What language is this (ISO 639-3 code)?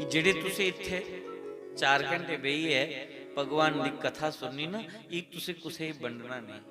doi